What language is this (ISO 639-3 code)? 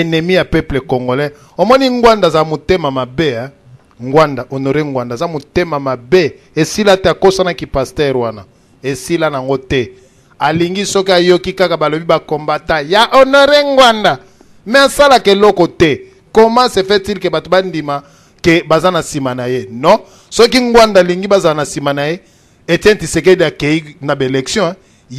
lin